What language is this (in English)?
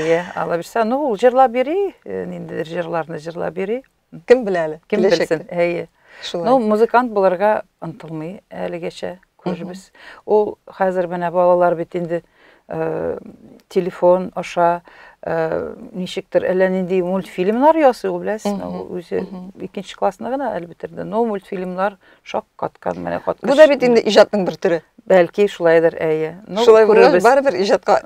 Tatar